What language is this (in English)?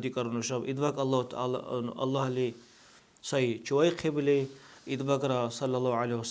Dargwa